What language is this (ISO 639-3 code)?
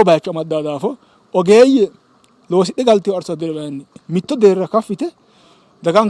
sid